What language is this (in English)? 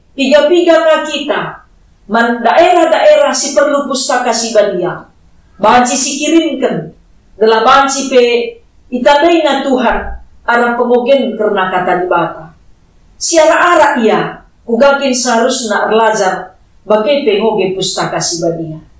Batak Karo